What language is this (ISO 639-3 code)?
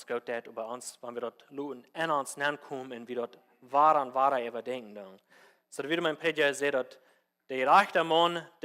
pdt